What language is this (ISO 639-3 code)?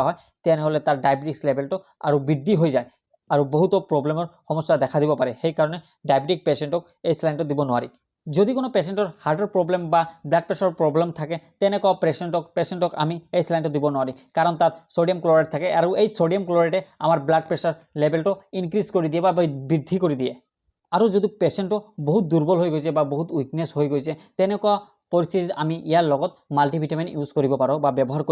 asm